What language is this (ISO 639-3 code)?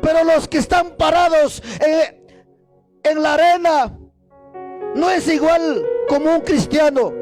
quy